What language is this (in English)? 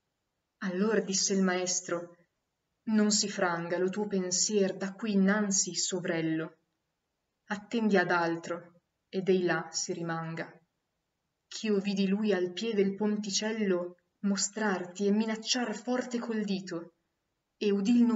Italian